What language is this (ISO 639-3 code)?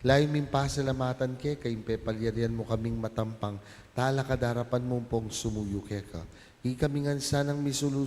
pam